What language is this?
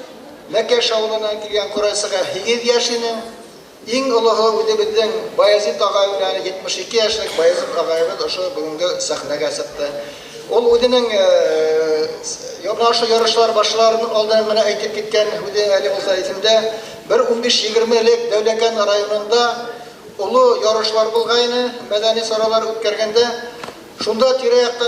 Bashkir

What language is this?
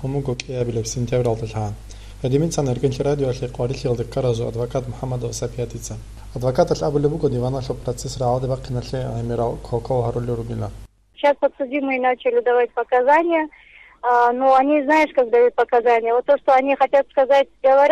Avaric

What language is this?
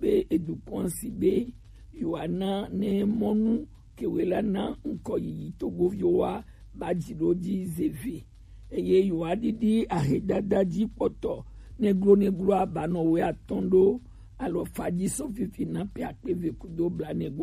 Gen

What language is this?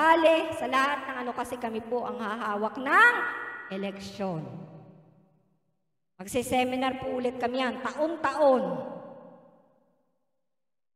Filipino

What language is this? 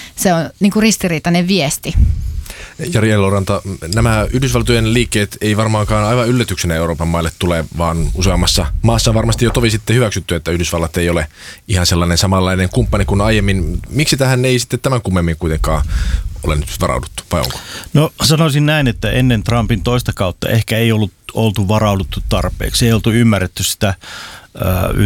Finnish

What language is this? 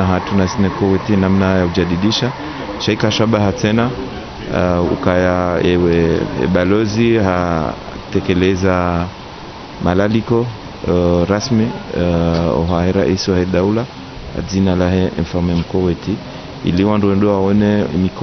Ngazidja Comorian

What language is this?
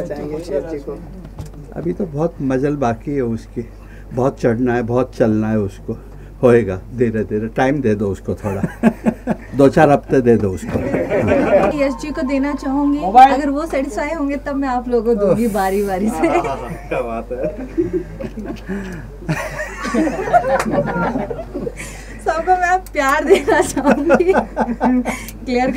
Hindi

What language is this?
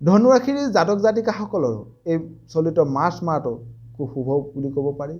Assamese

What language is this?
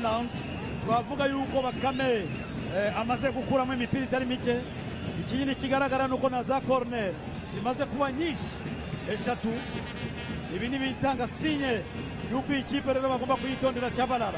Kinyarwanda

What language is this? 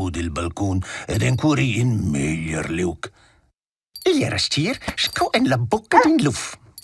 Romansh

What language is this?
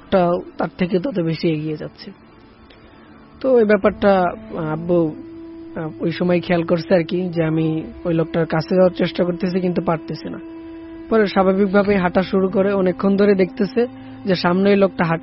Bangla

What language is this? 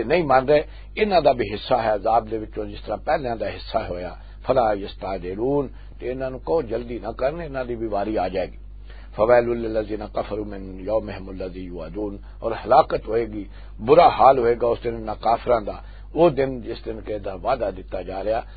Western Panjabi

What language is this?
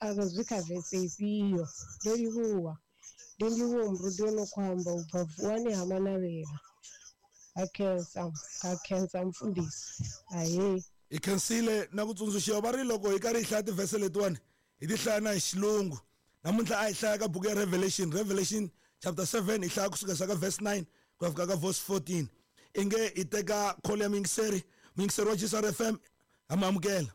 Tsonga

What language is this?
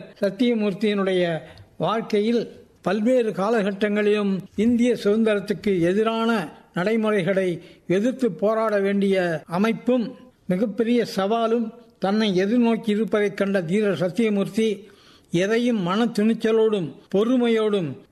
Tamil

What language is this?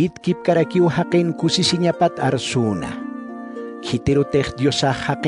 Aymara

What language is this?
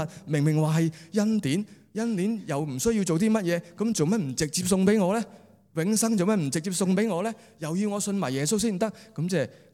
Cantonese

